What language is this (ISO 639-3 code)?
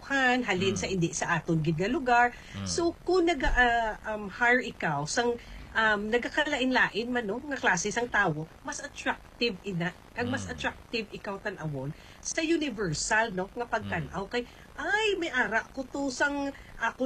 hil